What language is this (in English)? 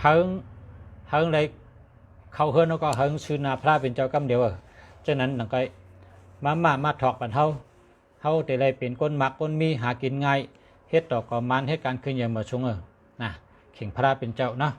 Shan